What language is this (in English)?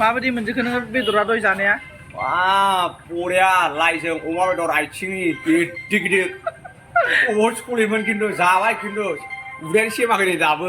Bodo